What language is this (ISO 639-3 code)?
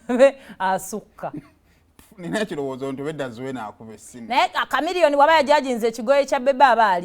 lug